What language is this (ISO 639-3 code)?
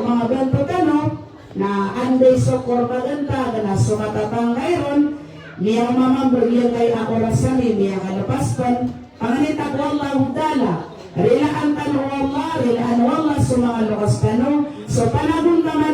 mrw